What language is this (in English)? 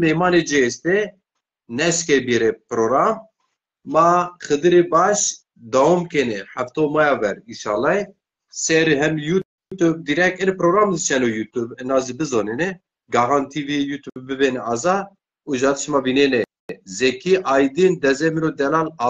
Zaza